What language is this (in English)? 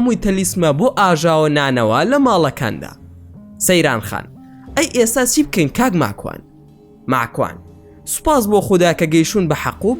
Central Kurdish